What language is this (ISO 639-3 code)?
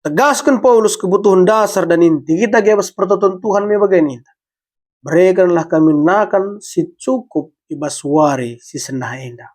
btx